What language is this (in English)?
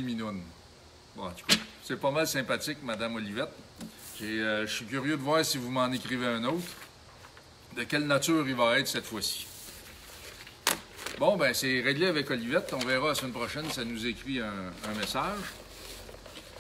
French